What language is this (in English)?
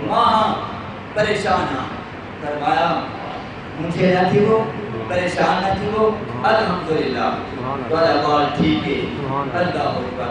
Saraiki